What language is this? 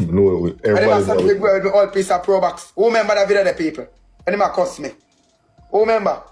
Jamaican Creole English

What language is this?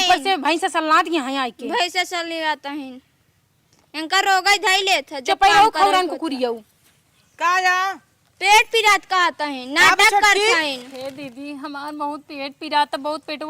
Awadhi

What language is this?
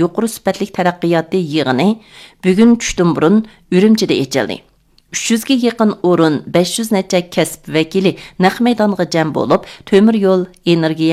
Uyghur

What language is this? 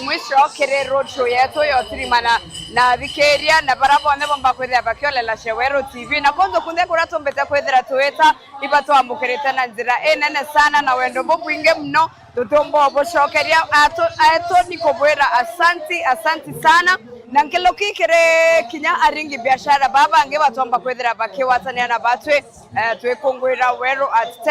Meru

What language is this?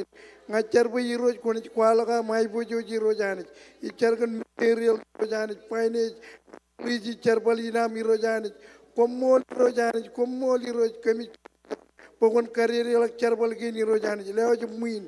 Marshallese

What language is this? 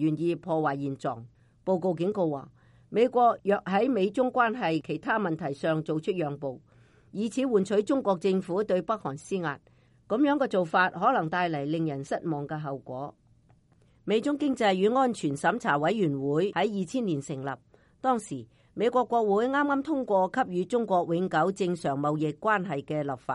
Cantonese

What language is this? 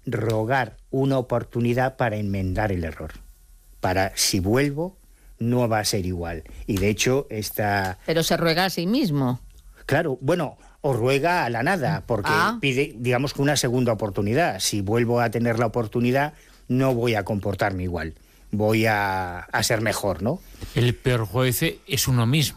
Spanish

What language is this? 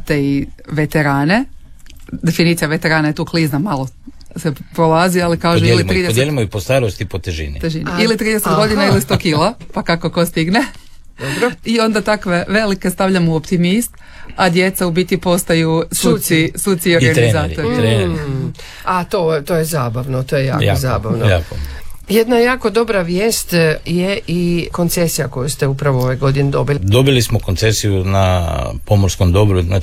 Croatian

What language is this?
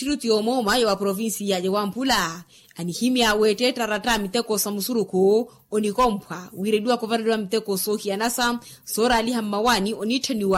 Makhuwa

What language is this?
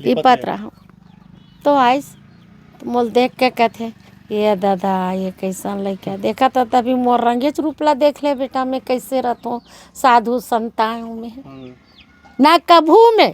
Chhattisgarhi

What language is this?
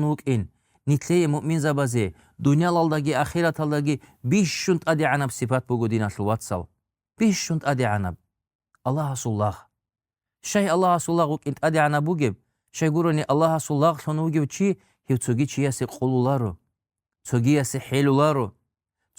Avaric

